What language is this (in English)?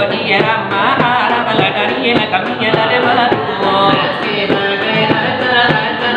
Minangkabau